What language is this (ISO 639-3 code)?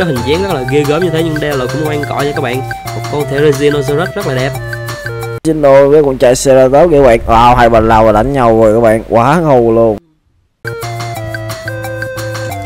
vie